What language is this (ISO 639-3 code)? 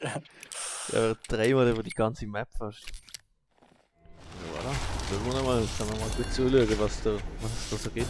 gsw